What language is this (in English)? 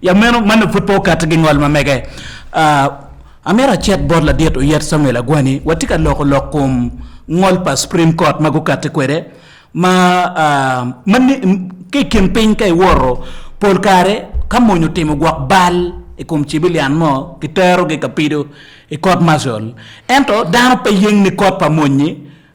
Acoli